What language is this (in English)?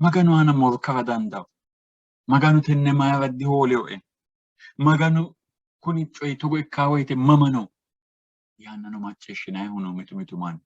Sidamo